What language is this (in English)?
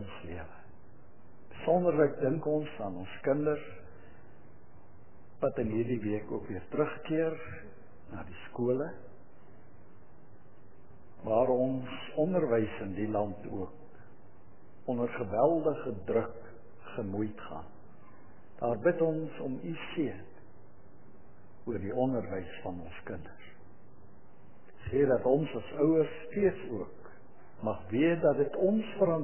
Afrikaans